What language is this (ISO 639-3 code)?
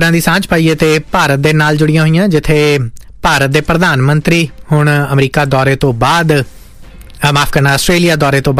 pan